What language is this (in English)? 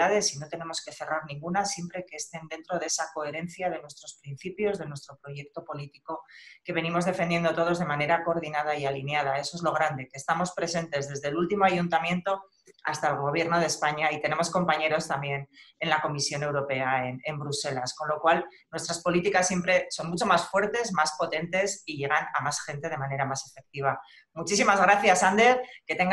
Spanish